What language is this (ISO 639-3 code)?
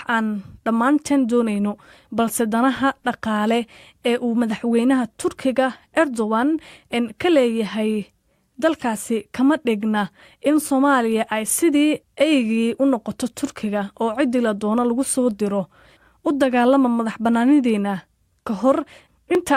som